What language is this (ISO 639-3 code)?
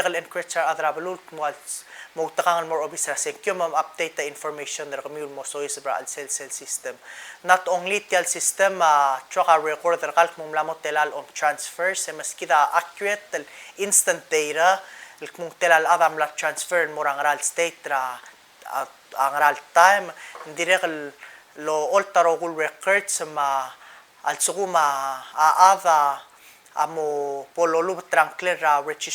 pau